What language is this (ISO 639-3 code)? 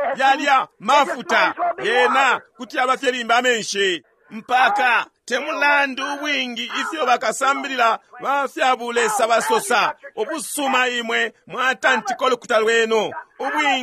bem